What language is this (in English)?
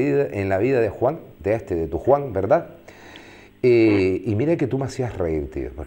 Spanish